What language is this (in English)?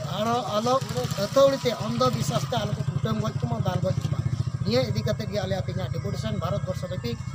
Santali